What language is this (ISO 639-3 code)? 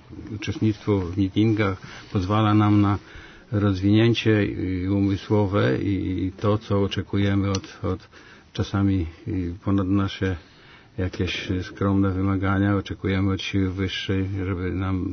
pol